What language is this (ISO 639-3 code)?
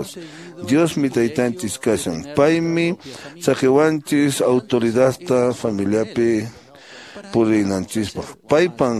que